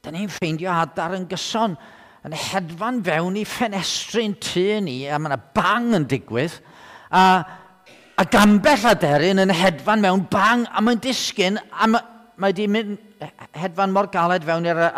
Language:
Welsh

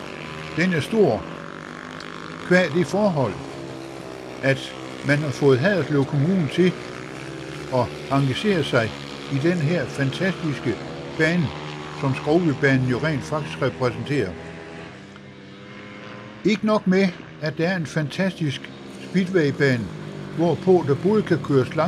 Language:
Danish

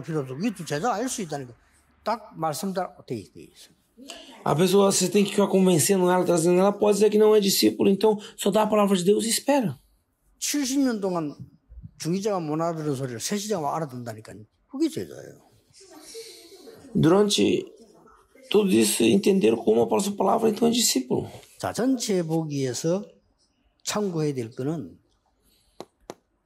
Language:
Korean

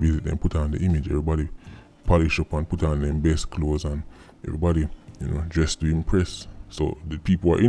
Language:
Jamaican Creole English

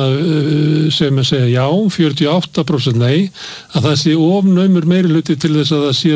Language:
Icelandic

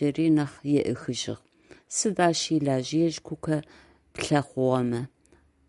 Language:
Adyghe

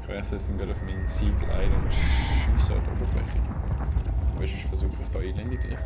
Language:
Swiss German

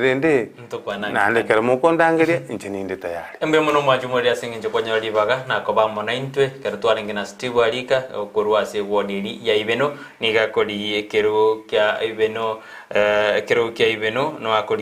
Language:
Gusii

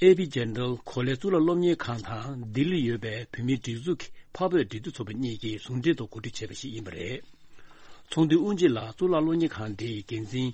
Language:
Tibetan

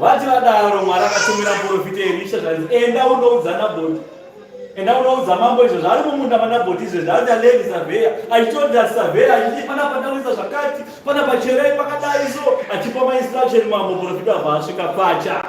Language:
Shona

